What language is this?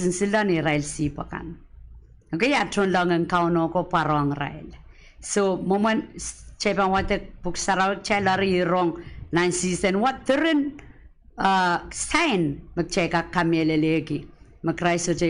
Pohnpeian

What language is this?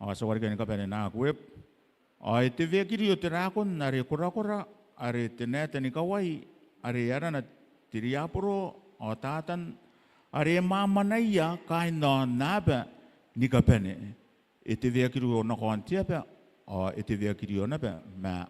Gilbertese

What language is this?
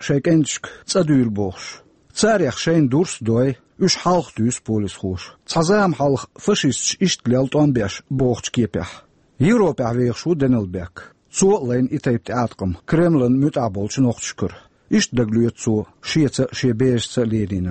Chechen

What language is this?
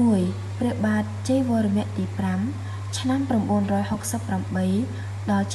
Khmer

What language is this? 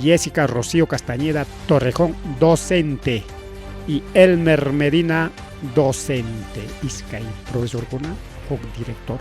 Ayacucho Quechua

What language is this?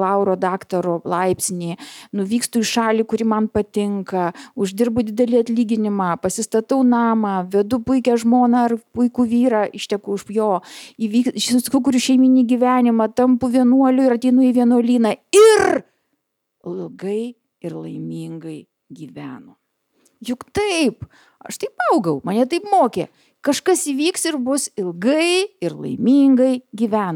Lithuanian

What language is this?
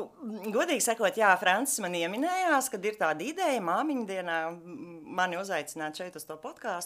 Latvian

